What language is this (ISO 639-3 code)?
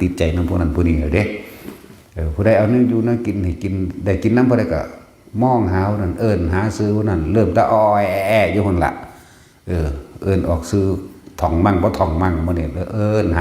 tts